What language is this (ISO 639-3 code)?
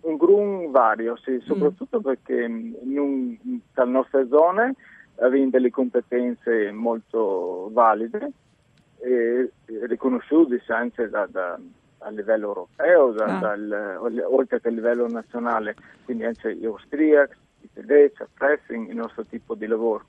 fur